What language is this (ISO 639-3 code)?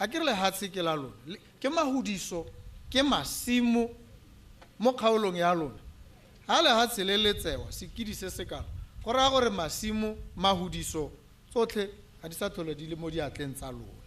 tsn